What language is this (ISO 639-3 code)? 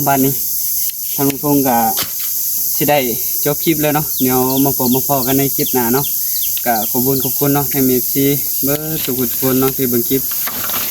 tts